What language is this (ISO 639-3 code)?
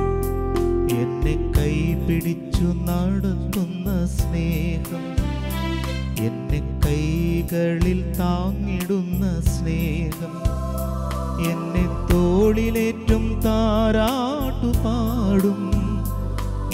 mal